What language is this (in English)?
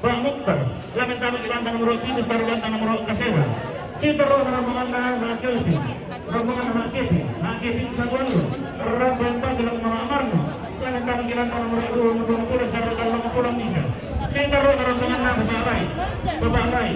Toraja-Sa'dan